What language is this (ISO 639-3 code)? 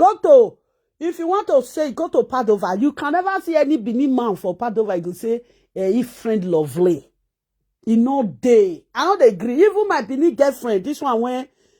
pcm